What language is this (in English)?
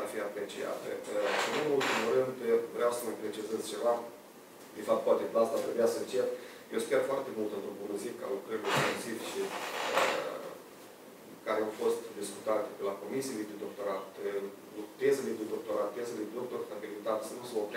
Romanian